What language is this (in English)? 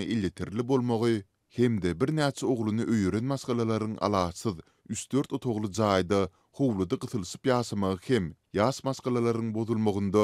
Turkmen